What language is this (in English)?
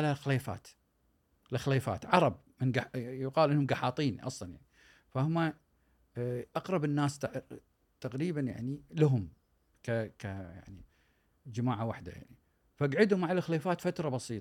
Gulf Arabic